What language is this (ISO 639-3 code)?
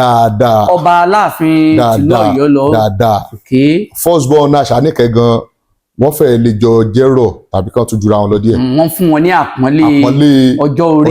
yor